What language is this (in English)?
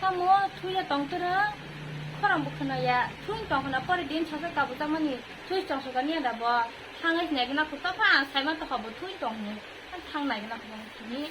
Kok Borok